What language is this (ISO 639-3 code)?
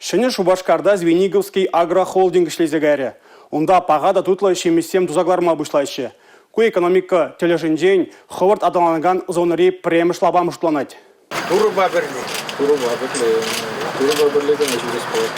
chv